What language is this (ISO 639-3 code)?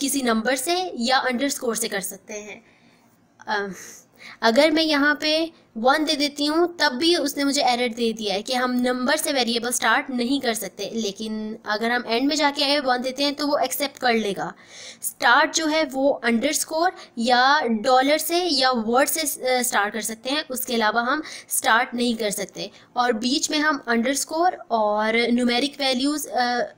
hin